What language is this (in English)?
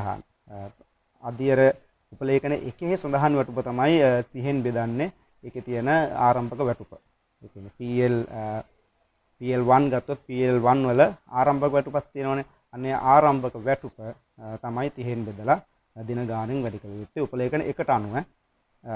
Sinhala